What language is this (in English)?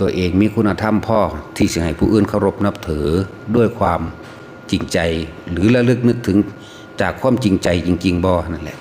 Northeastern Thai